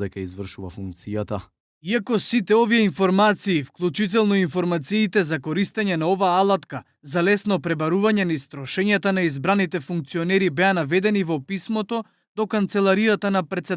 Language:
Macedonian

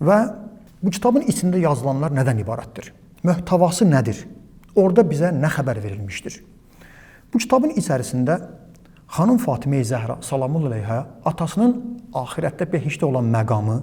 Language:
Azerbaijani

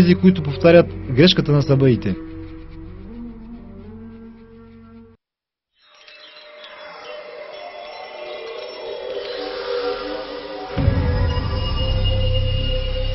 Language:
Bulgarian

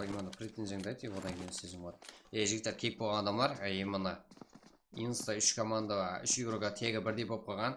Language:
Kara-Kalpak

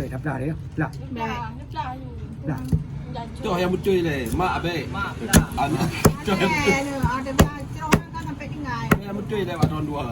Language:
Achinese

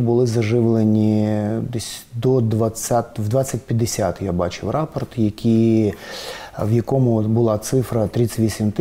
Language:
Ukrainian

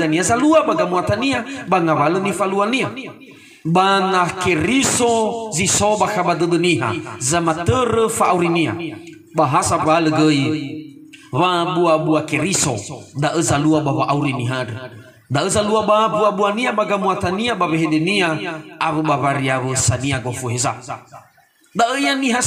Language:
Nias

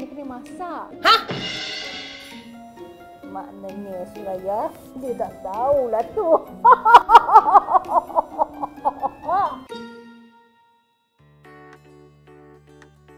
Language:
Malay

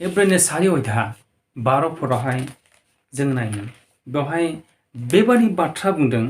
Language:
Bodo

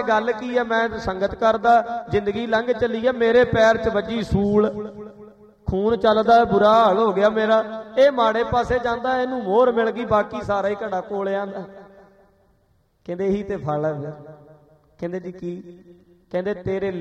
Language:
Punjabi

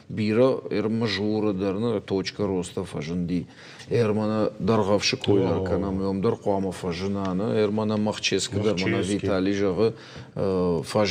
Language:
Ossetic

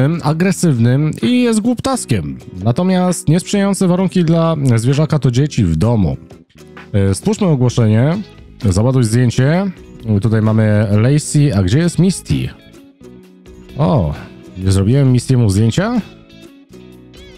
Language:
Polish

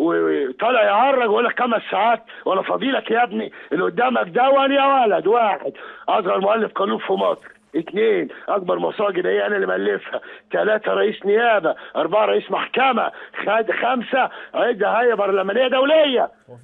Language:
Egyptian Arabic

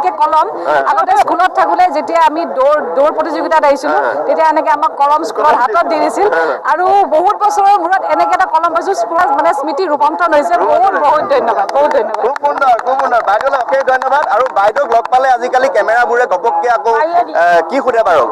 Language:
Assamese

